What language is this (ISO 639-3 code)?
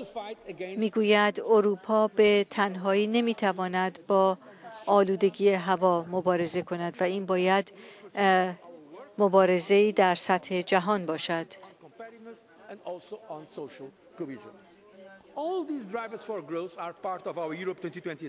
fas